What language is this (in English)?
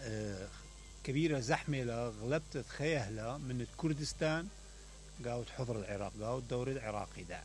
Mesopotamian Arabic